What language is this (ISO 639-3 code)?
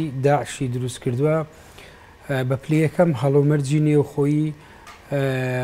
ckb